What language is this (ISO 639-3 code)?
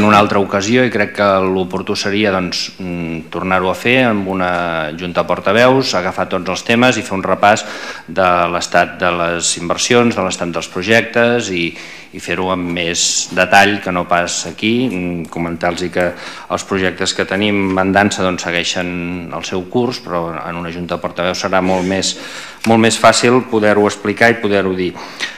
cat